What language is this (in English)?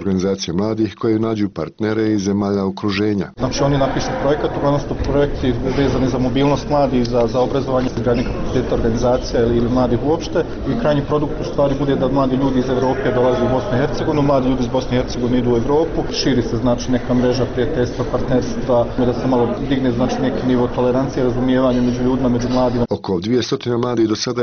Bosnian